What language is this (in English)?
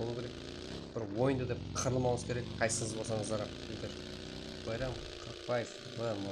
Kara-Kalpak